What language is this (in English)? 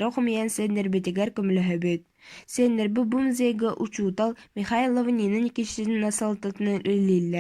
Yakut